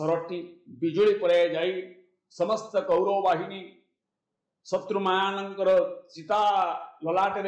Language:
Odia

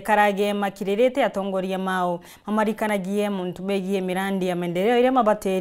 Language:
Meru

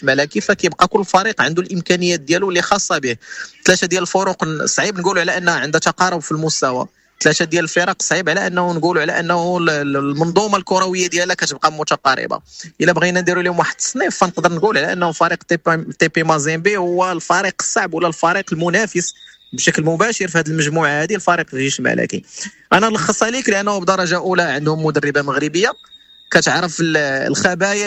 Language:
Moroccan Arabic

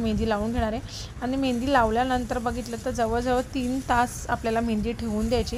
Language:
Marathi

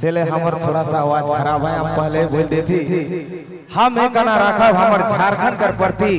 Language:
Sadri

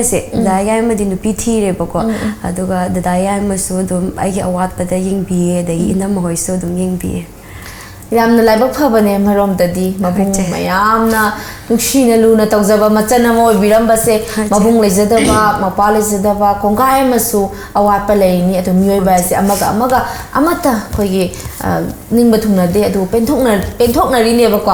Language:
Manipuri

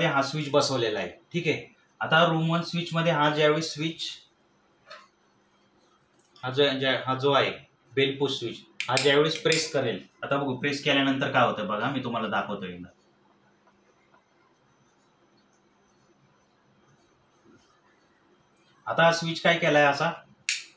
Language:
Marathi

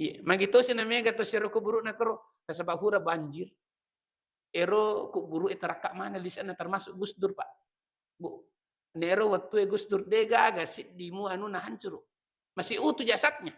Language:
Buginese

